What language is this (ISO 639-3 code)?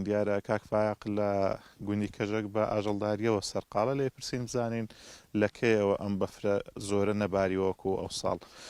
ckb